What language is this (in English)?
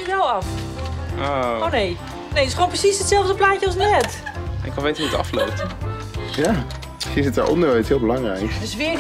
Dutch